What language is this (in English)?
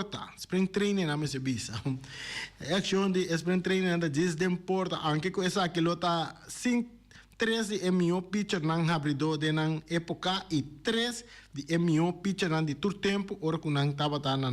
Papiamento